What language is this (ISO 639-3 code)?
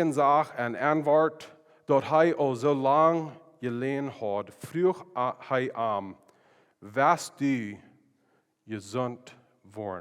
pdt